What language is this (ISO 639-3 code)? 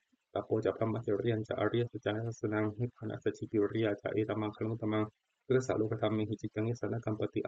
pli